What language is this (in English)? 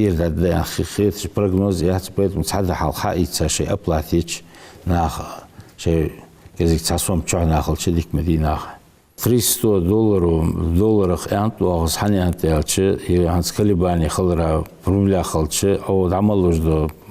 Ingush